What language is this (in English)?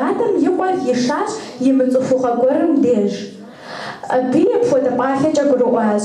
Kabardian